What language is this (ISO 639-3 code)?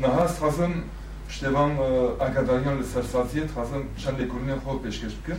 kur